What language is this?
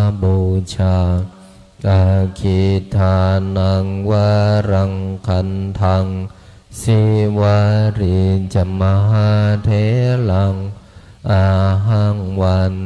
Pali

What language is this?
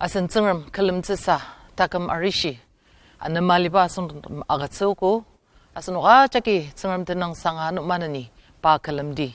Ao Naga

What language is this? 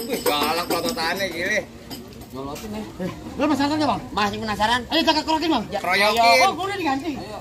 Betawi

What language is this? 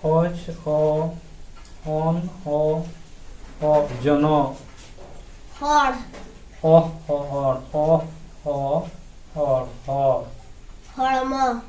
Santali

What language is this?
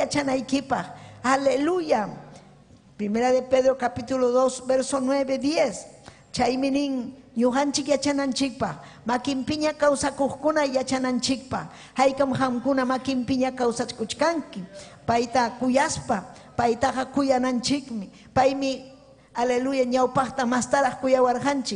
Ayacucho Quechua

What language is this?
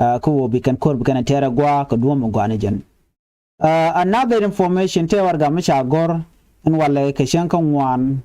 Nuer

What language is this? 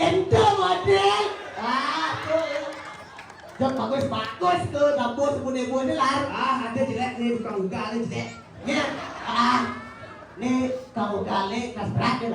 Balinese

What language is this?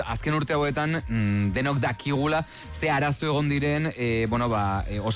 Basque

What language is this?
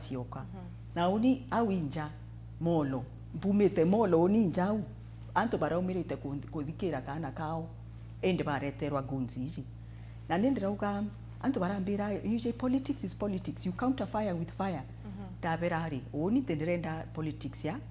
Meru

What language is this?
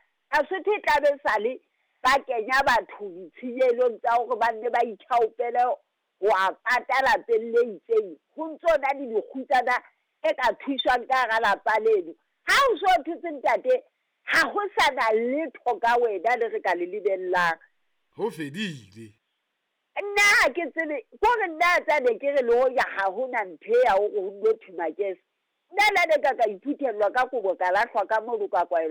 Southern Sotho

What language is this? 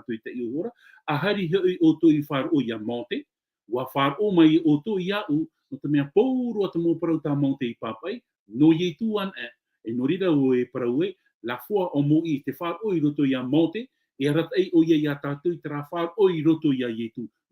Tahitian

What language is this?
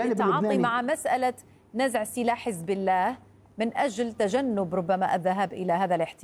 Arabic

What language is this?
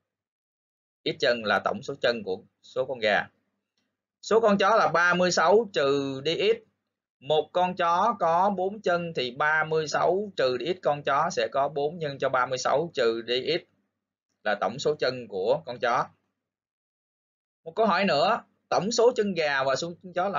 Vietnamese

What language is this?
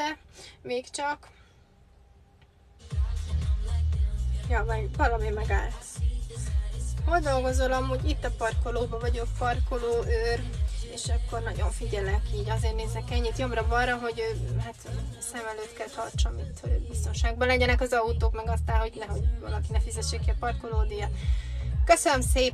Hungarian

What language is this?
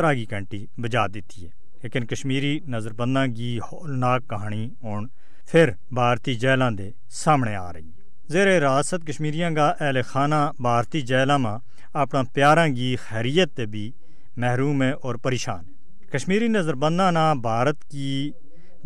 Gujari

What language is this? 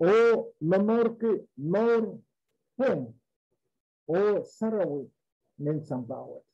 Pohnpeian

